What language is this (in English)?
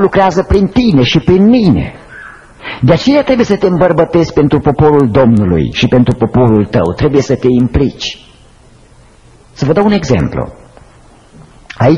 Romanian